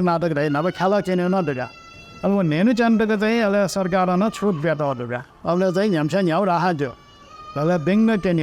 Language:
Newari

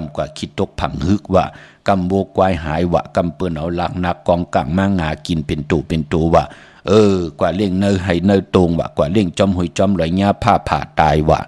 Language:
Shan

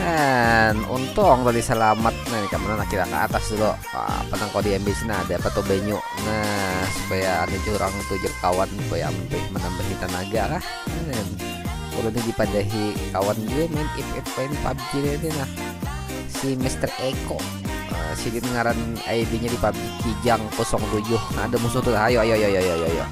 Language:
Banjar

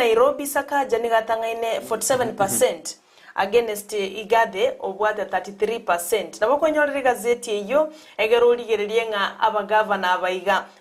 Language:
Gusii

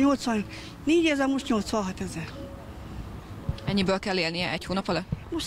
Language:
Hungarian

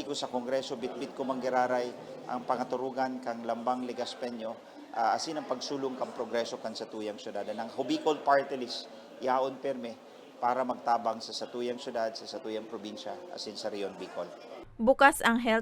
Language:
Bikol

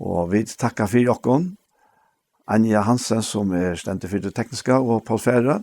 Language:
Faroese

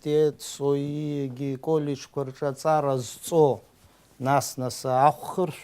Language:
Abkhazian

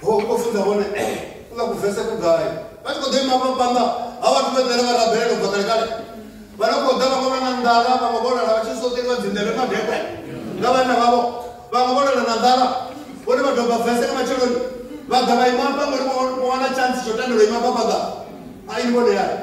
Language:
Venda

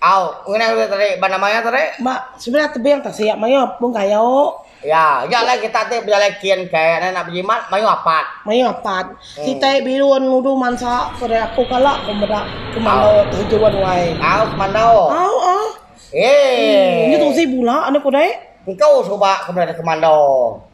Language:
Iban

